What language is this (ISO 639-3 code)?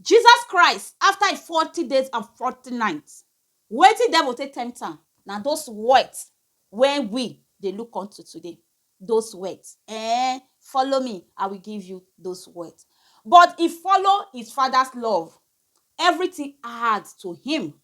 pcm